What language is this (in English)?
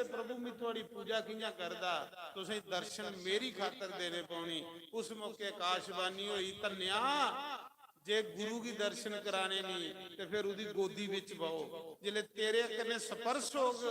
Dogri